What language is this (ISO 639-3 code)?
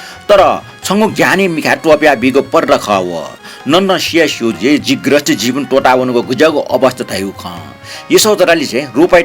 new